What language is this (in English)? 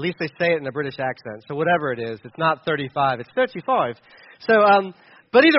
English